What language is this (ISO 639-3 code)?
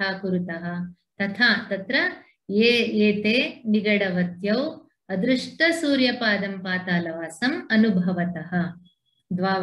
san